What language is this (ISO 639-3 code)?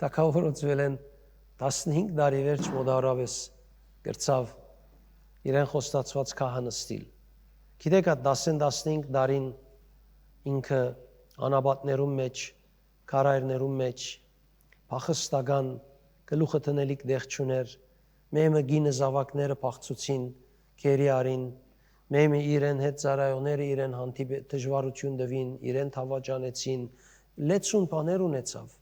hyw